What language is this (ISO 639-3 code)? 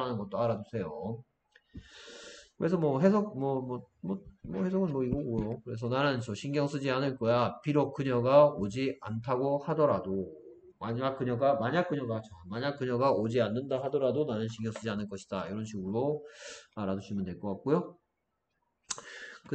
kor